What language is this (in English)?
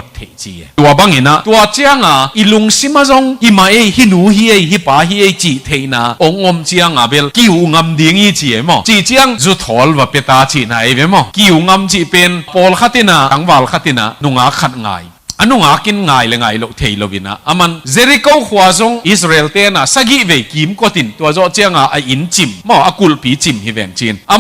Tedim Chin